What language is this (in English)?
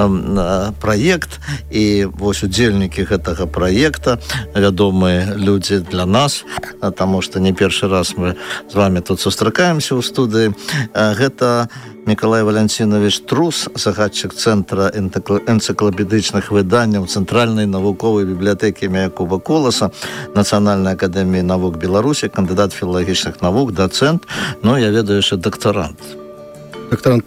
Belarusian